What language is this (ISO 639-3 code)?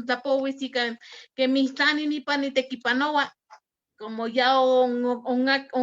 nhe